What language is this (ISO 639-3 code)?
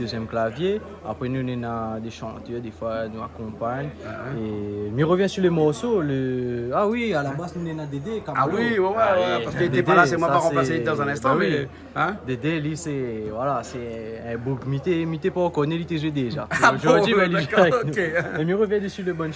rcf